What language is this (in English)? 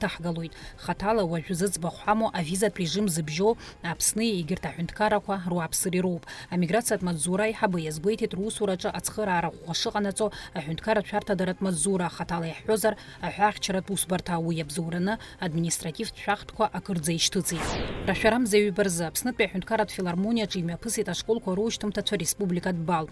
Abkhazian